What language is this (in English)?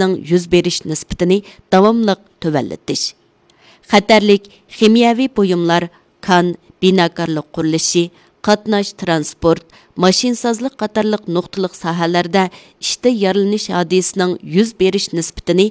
Uyghur